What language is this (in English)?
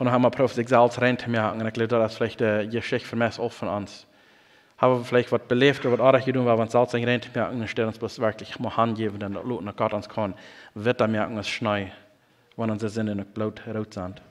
Plautdietsch